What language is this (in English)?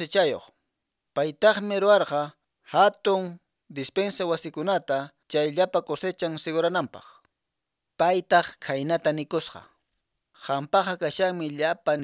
Quechua